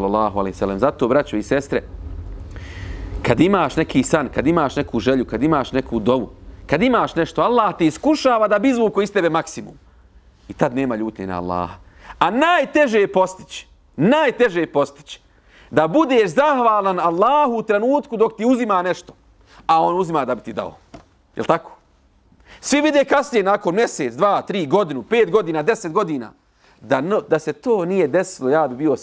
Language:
Bosnian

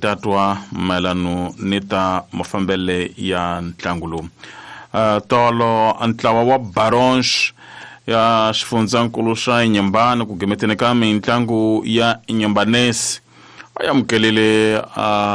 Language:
Tsonga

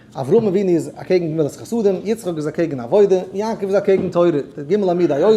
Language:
Yiddish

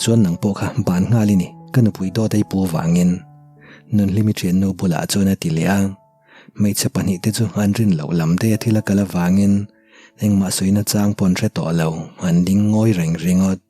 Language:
Mizo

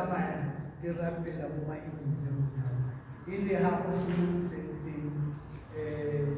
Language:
Tswana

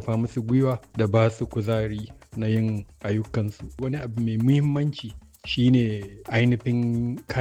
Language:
Hausa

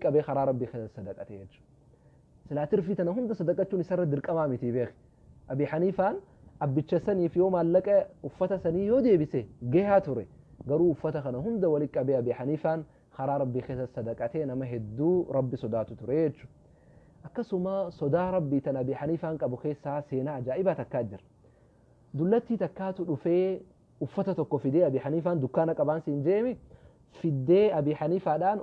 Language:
Oromo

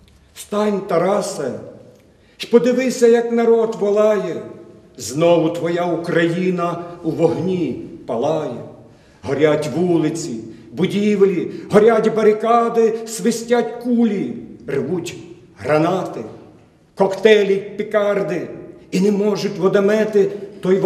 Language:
Ukrainian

